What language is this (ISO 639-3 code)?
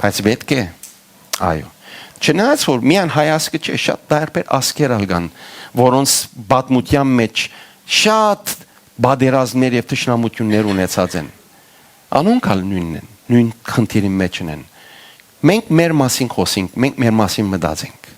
hyw